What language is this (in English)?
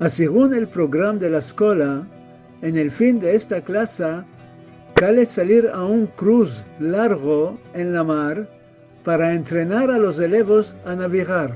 Ladino